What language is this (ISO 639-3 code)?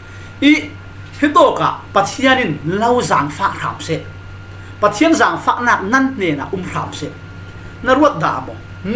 cfm